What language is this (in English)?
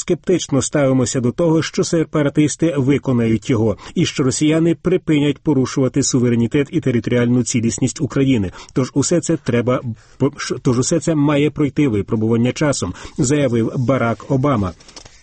Ukrainian